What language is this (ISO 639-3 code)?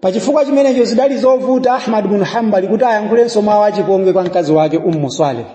nya